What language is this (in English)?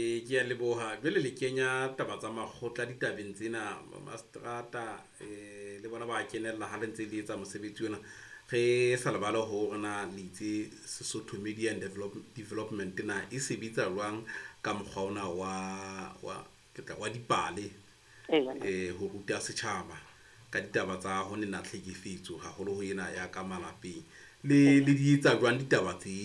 Southern Sotho